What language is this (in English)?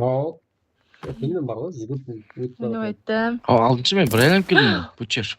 Kara-Kalpak